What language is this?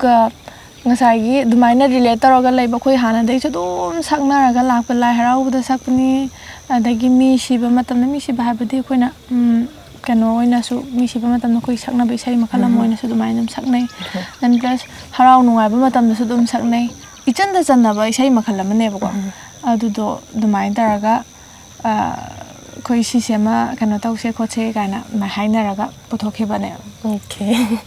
Manipuri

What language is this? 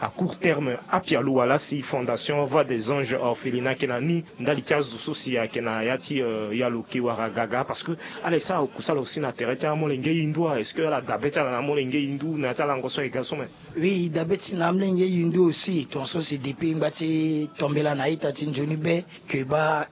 Sango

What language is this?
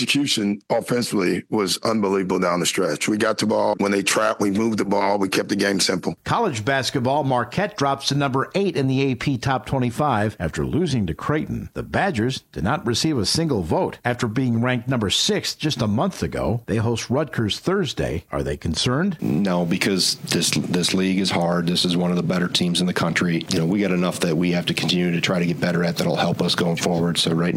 English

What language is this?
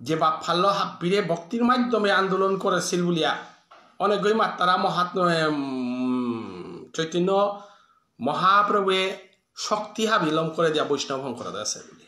Bishnupriya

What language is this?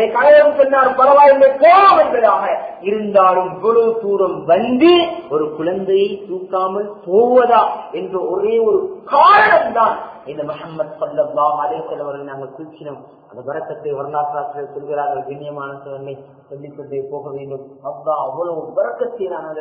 Tamil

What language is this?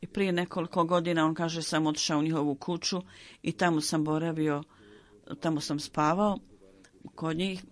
Bosnian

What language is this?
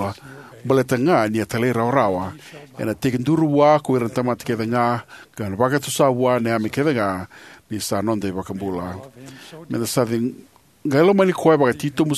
Fijian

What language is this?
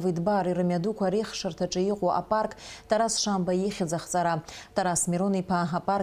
Abkhazian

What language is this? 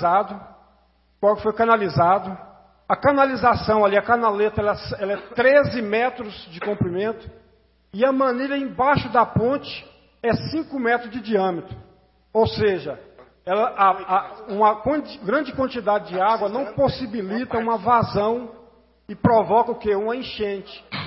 Portuguese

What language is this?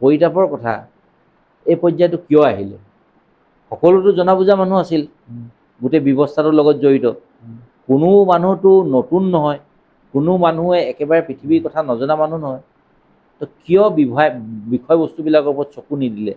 Assamese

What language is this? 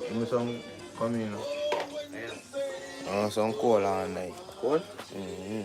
Jamaican Creole English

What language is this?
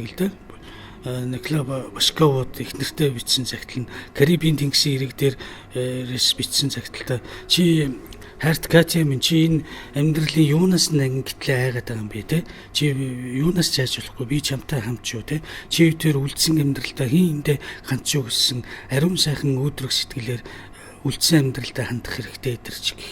Mongolian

